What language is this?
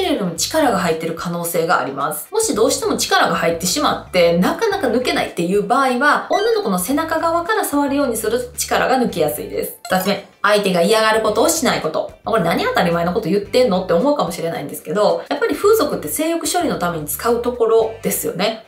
Japanese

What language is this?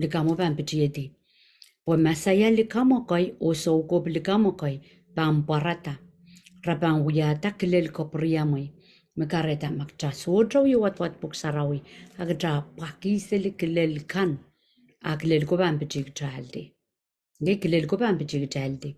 Pohnpeian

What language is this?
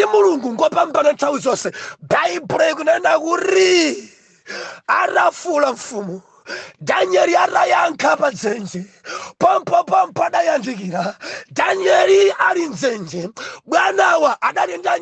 Nyanja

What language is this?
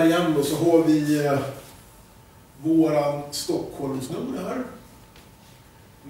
Swedish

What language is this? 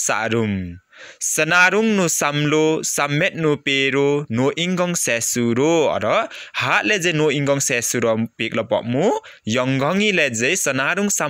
Limbu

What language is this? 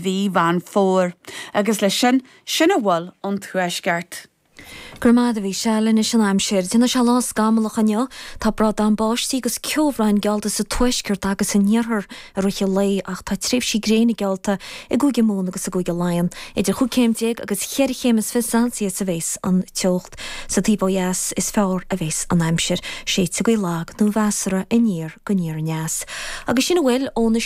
Irish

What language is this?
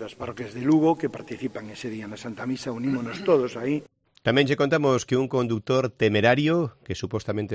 Galician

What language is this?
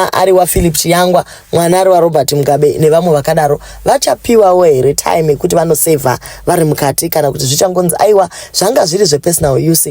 Shona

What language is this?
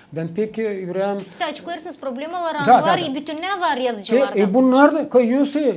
Gagauz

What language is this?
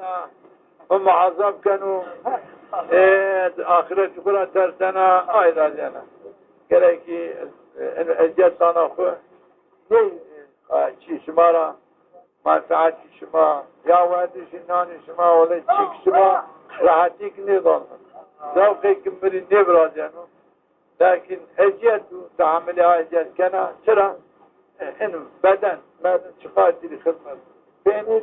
Zaza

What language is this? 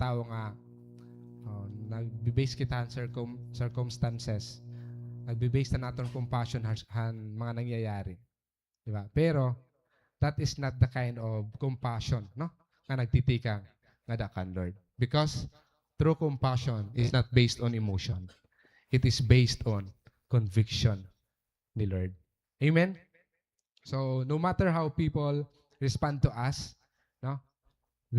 Waray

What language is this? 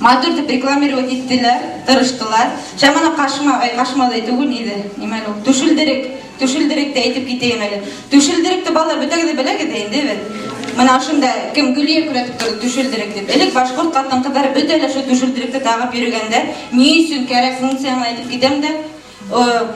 Bashkir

